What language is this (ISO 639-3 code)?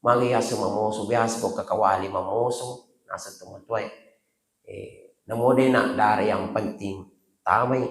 bug